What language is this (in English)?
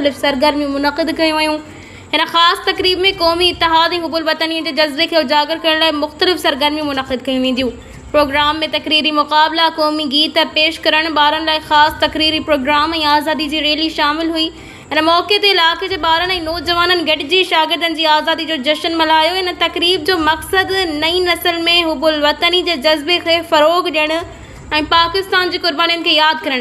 Sindhi